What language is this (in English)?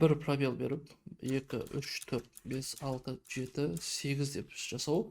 Kazakh